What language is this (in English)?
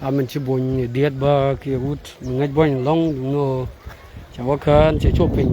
Nuer